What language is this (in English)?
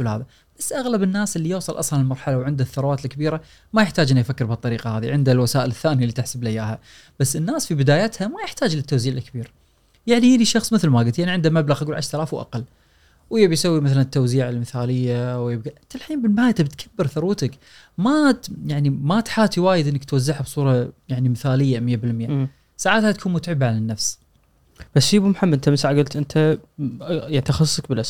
Gulf Arabic